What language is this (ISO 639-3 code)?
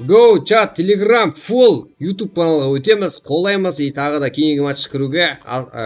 kaa